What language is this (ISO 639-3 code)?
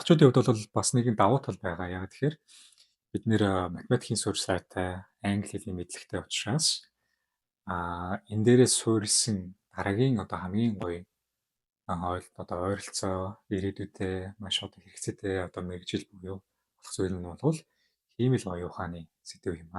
mon